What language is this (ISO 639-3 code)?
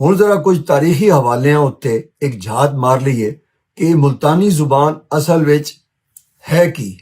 lah